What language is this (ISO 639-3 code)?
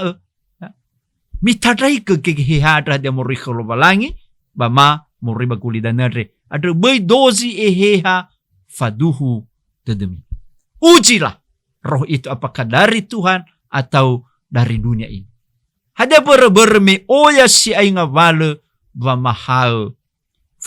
nia